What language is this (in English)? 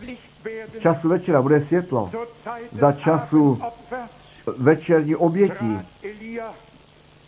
Czech